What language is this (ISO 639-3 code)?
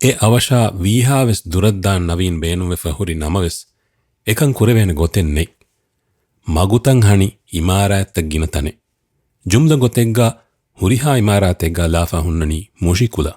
div